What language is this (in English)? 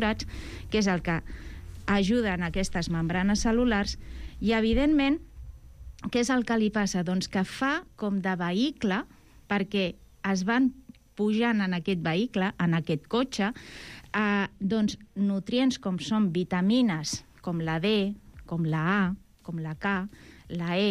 Catalan